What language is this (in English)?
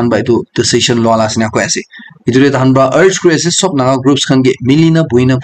Naga Pidgin